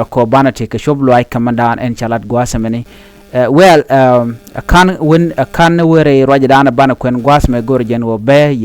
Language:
Nuer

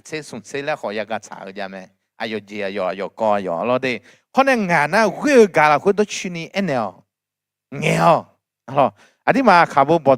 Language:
Akha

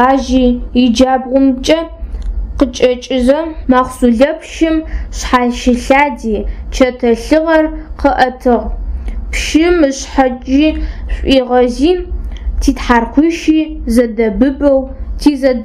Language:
Adyghe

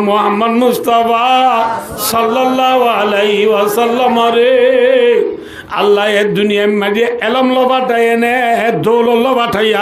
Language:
Rohingya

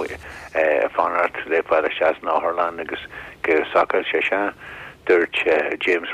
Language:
Irish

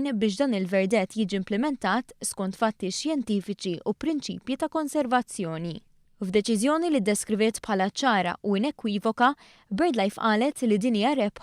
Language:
Maltese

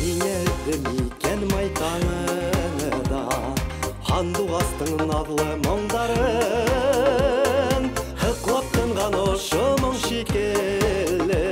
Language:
Bashkir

